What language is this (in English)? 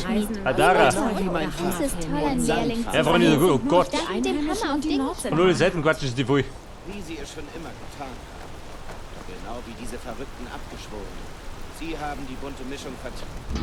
Bavarian